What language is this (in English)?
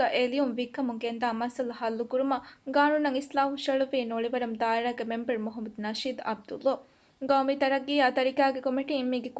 Divehi